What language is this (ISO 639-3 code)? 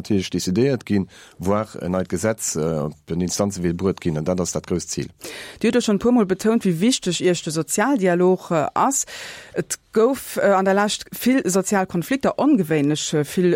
ltz